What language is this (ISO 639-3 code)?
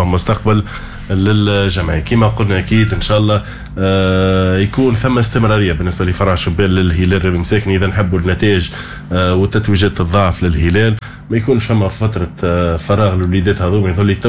aeb